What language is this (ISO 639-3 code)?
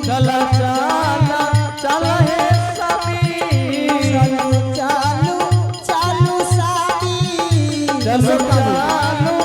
anp